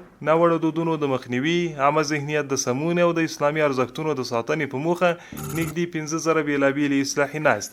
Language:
Pashto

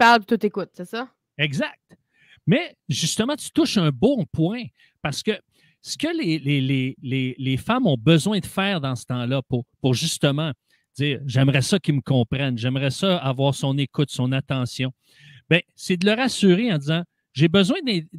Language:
French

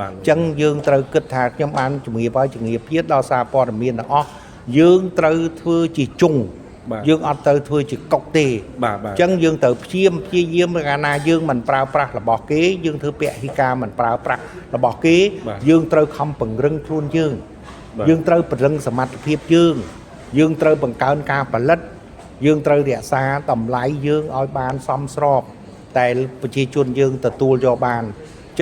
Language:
Khmer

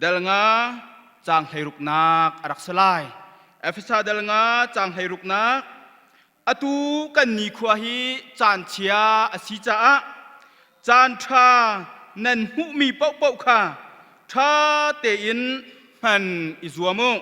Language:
Hakha Chin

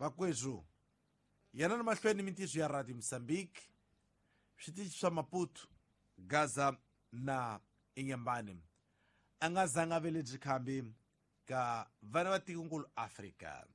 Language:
Tsonga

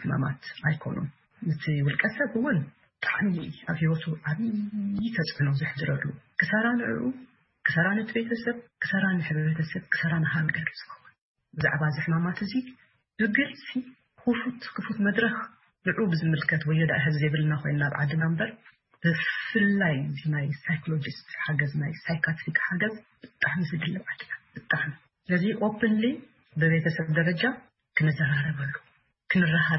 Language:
Tigrinya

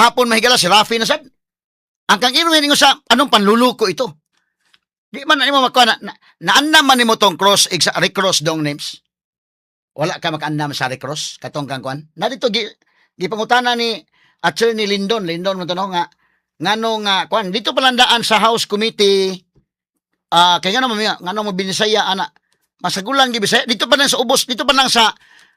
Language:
Cebuano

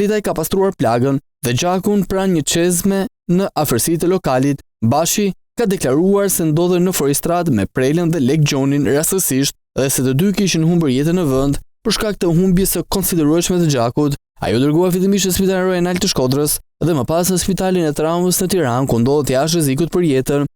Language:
Albanian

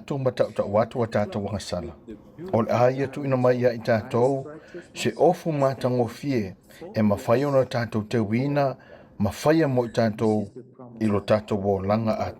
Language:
Samoan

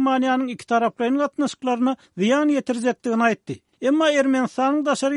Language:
Turkmen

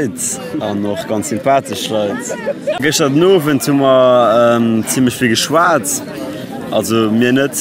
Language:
Luxembourgish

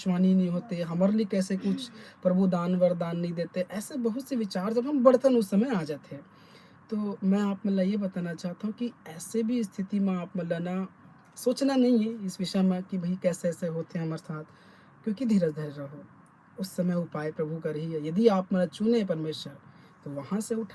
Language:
Chhattisgarhi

